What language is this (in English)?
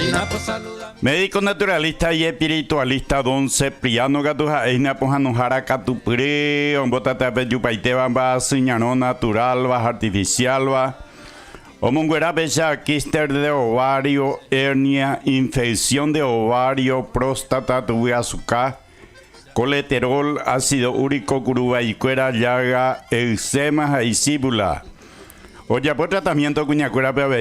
Guarani